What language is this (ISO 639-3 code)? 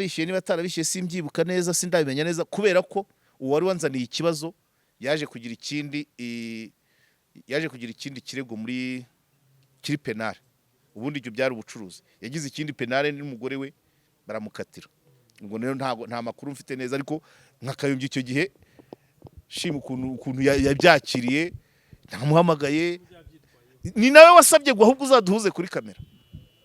kin